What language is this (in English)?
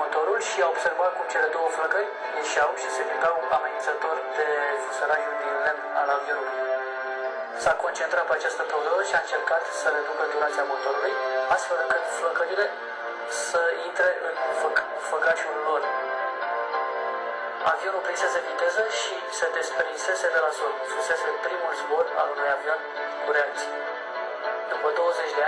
Romanian